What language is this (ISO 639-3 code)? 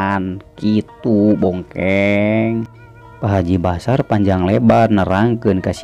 sun